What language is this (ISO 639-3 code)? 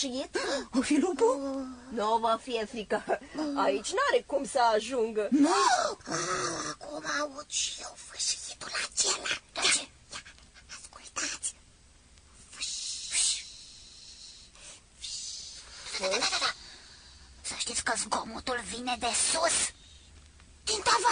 ron